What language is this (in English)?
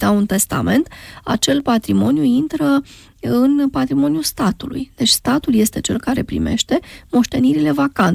Romanian